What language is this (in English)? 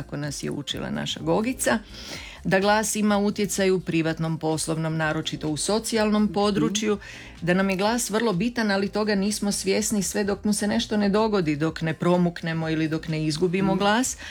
Croatian